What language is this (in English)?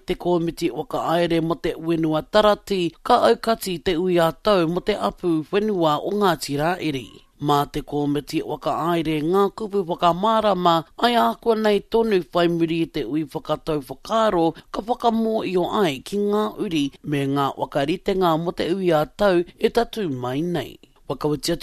Māori